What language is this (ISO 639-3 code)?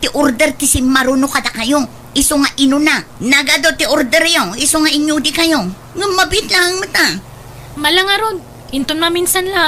ilo